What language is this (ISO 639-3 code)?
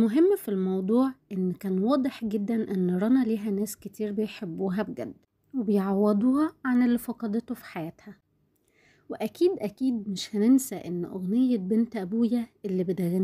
arz